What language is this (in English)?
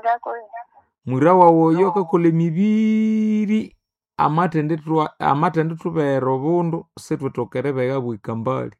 Nande